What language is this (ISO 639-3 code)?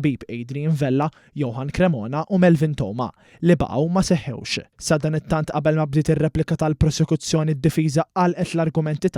mlt